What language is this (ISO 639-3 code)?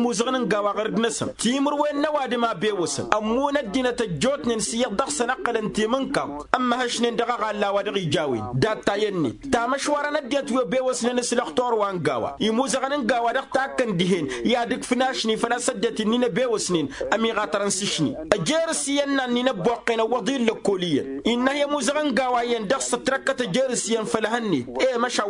taq